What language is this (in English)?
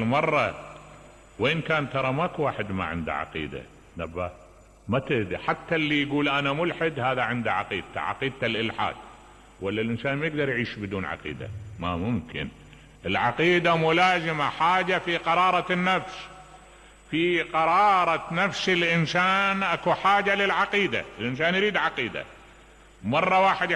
Mesopotamian Arabic